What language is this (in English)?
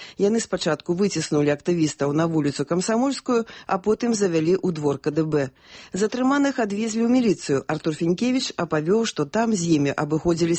Belarusian